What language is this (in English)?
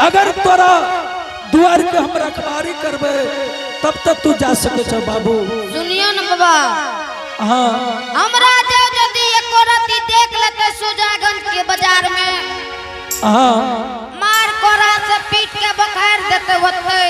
Angika